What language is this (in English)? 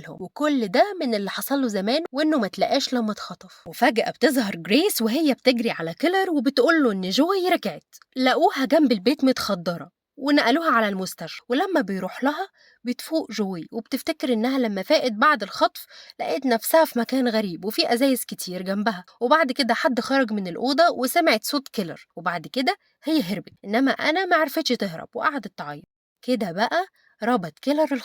Egyptian Arabic